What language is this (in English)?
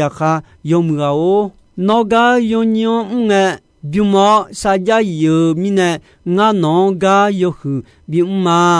Akha